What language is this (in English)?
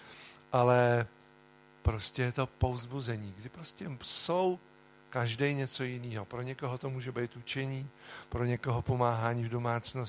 Czech